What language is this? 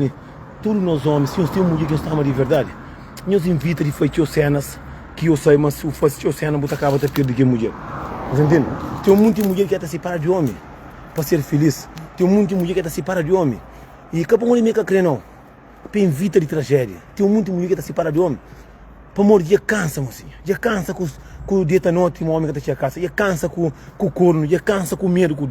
Kabuverdianu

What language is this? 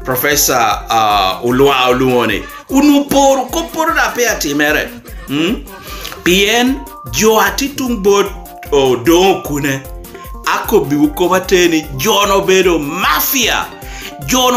Lango (Uganda)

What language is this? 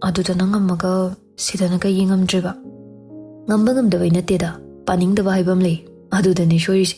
Manipuri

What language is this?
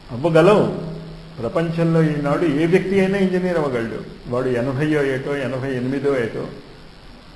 Telugu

